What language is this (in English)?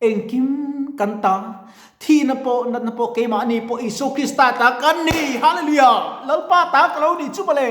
Mizo